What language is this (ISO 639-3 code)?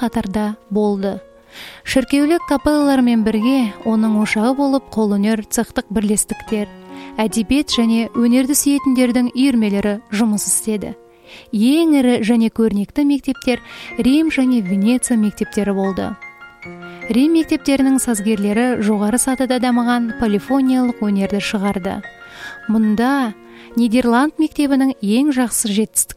kaz